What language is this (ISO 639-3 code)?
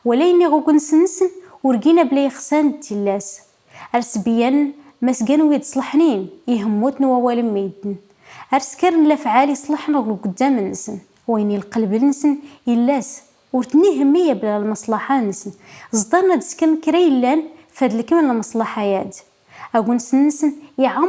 kab